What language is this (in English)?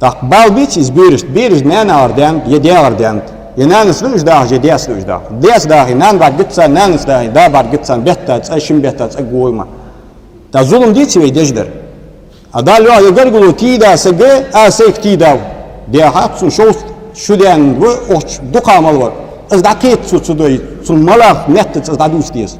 Ingush